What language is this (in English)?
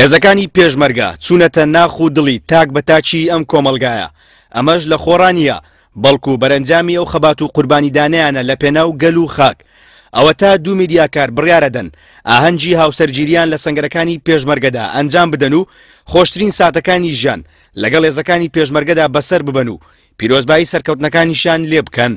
Central Kurdish